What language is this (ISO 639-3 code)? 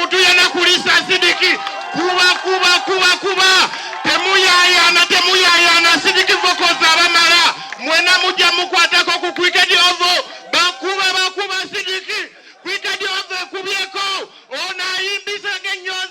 xog